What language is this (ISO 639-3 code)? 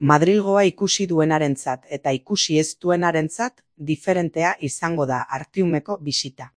eus